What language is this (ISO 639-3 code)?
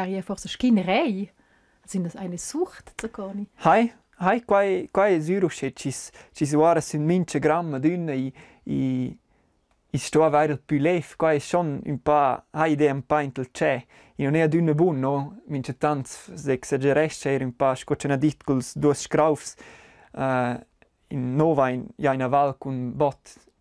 roh